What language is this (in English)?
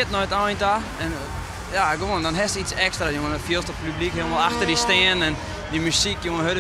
Western Frisian